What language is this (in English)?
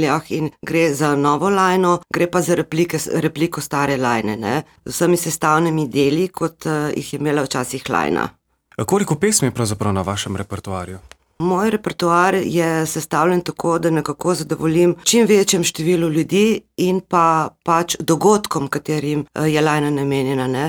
Slovenian